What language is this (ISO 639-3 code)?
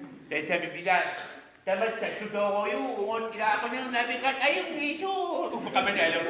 kal